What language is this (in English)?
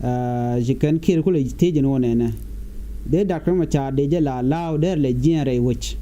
Nuer